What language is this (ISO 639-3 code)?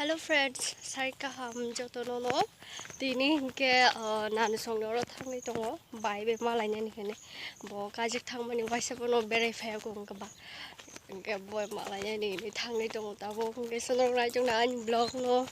trp